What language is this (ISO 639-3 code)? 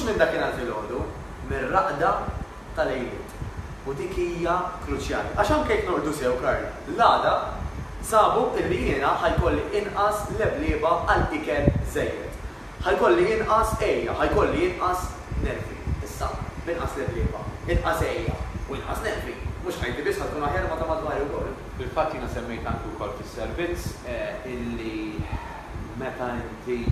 mlt